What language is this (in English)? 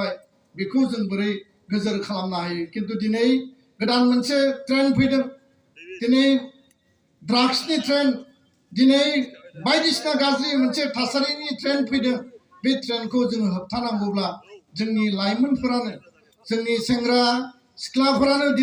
Bodo